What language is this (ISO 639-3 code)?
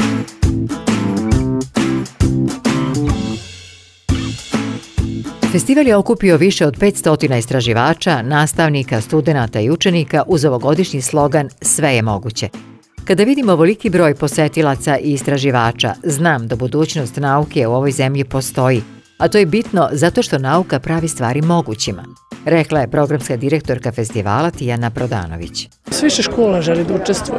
srp